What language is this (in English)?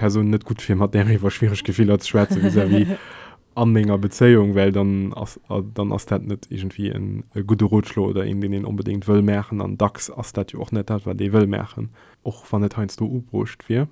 Luxembourgish